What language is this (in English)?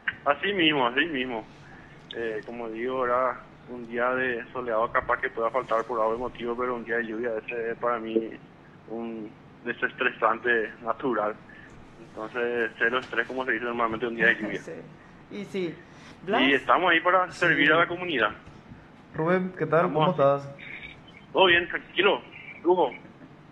Spanish